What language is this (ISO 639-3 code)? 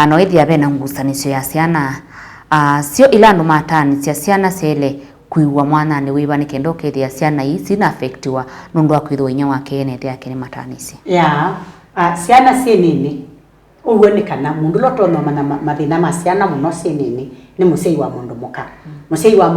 kam